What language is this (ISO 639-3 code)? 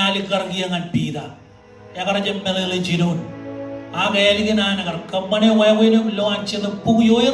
mah